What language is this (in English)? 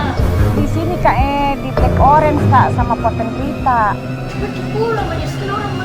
Makassar Malay